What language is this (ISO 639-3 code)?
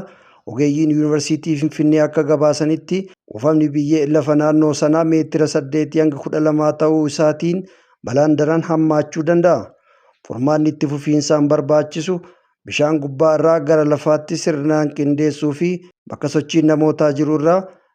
orm